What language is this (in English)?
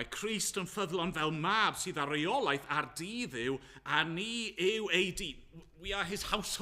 Welsh